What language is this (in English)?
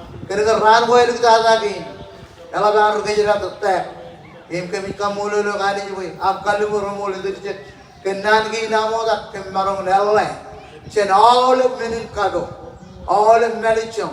Marshallese